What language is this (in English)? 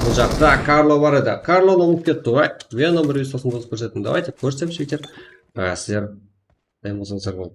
Kara-Kalpak